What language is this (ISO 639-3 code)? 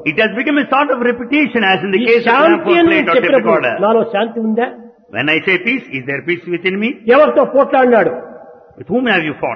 tel